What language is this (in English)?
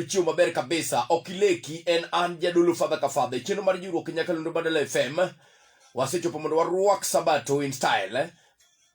Luo (Kenya and Tanzania)